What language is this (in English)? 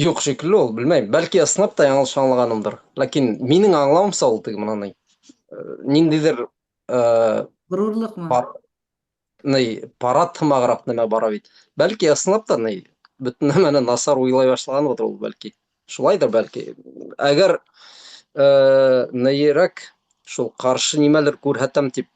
Bashkir